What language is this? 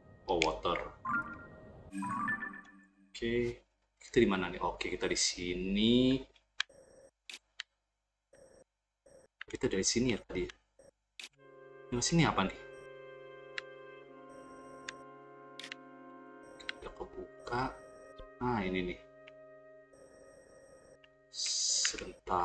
Indonesian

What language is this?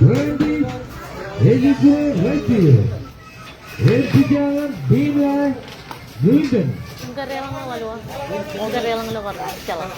Marshallese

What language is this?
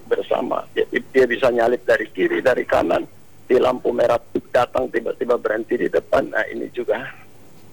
Indonesian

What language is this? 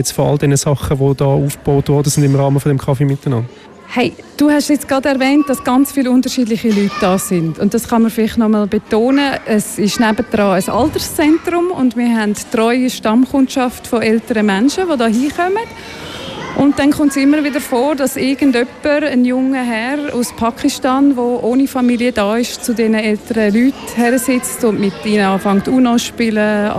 German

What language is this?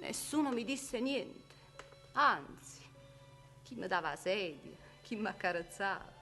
Neapolitan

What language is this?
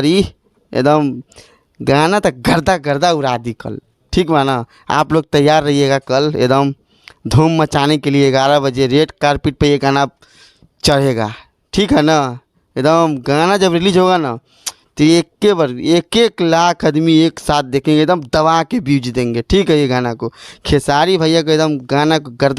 Bhojpuri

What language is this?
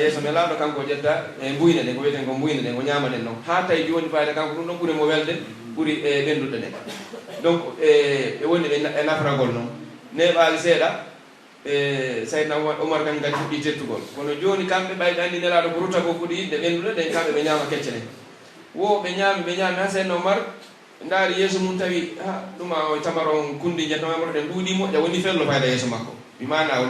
Pular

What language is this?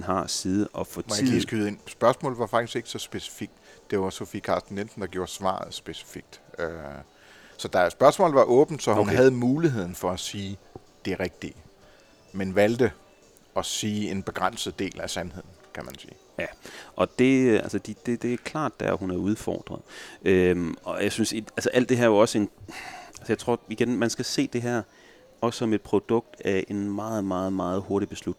Danish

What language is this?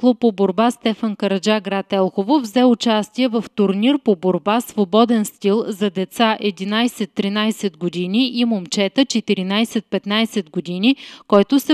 Bulgarian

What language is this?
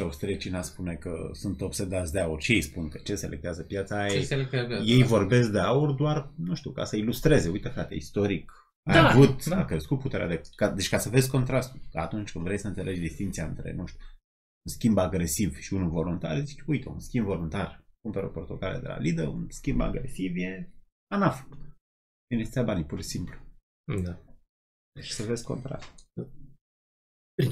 Romanian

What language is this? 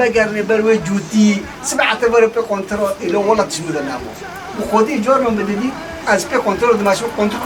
Kurdish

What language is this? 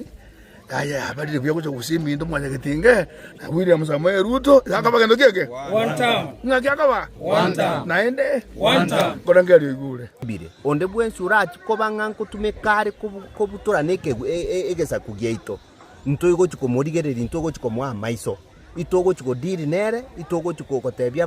Gusii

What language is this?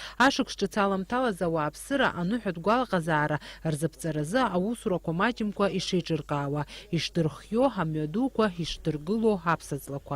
Abkhazian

